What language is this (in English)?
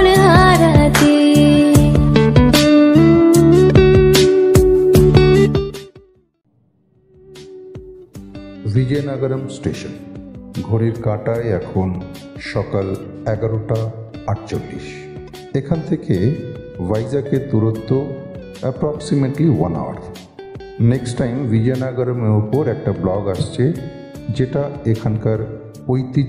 Bangla